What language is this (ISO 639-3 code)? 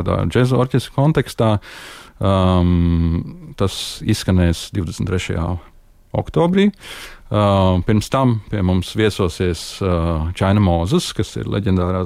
lav